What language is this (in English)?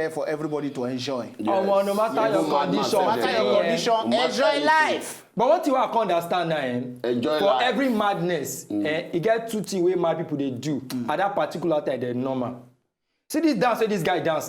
Nigerian Pidgin